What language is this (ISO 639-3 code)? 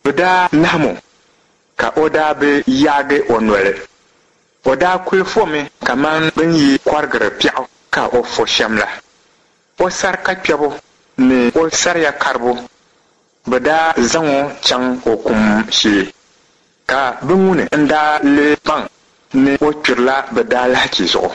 dag